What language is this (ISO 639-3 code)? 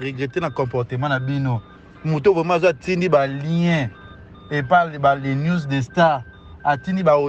lin